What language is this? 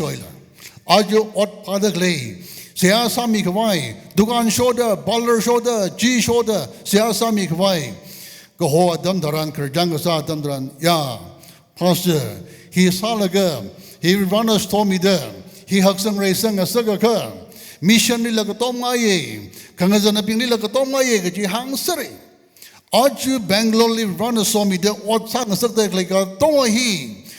Tangkhul Naga (India)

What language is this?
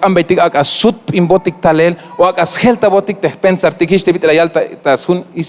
Tzeltal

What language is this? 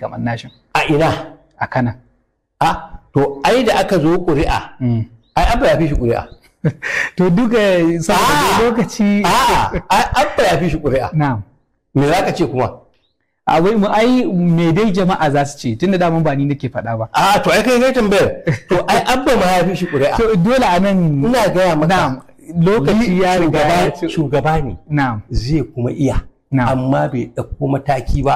Hausa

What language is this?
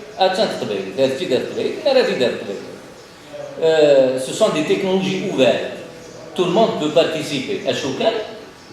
Kabyle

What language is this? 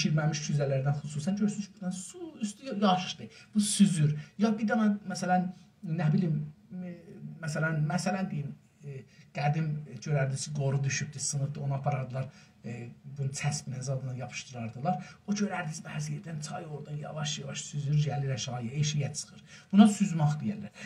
South Azerbaijani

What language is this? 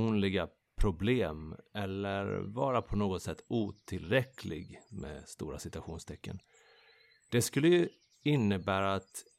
Swedish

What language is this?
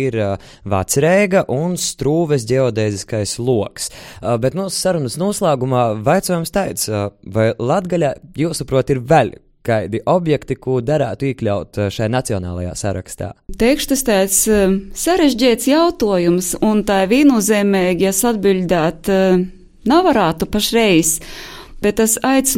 Latvian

